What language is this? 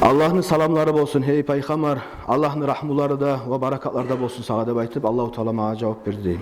Kumyk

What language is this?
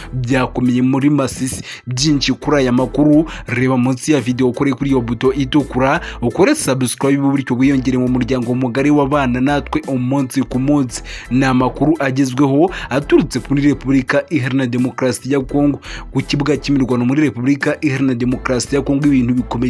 Kinyarwanda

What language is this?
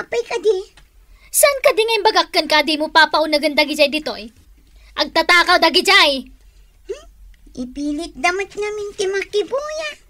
Iloko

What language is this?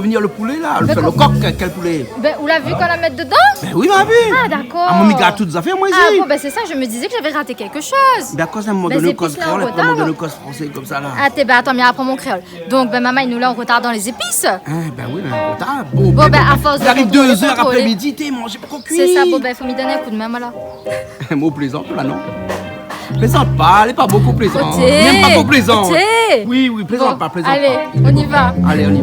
Réunion Creole French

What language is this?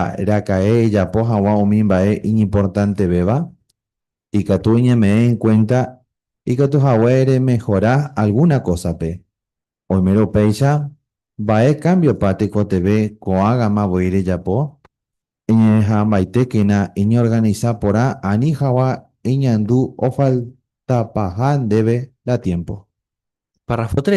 Guarani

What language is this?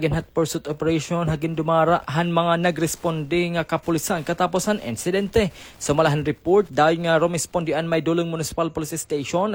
Waray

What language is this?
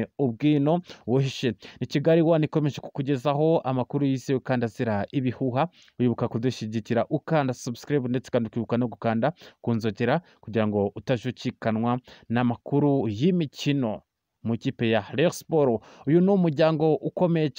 Kinyarwanda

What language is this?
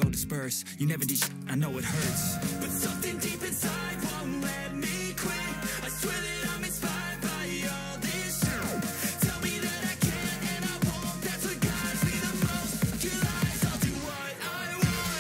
English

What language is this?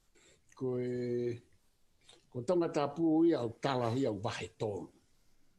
Tongan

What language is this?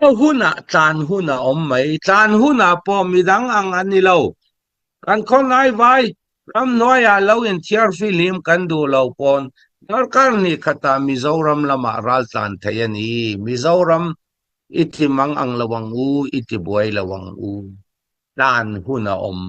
Hakha Chin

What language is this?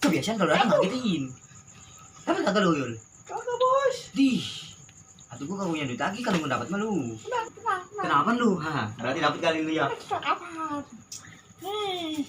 Betawi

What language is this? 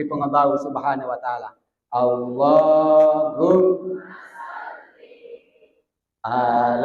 Buginese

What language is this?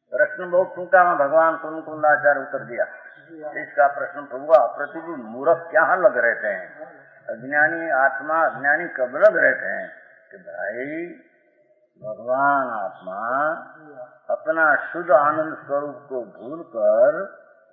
Hindi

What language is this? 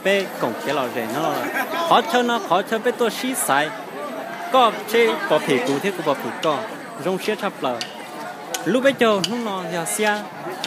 Hmong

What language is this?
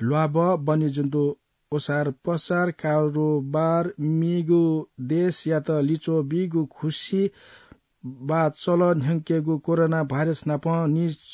Newari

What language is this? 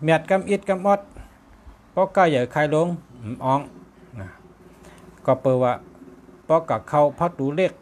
Shan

